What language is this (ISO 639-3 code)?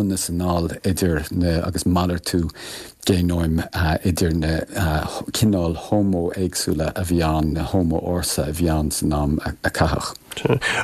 gle